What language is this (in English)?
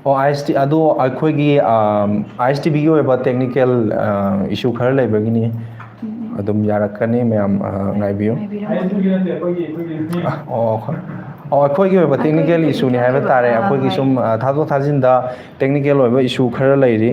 Manipuri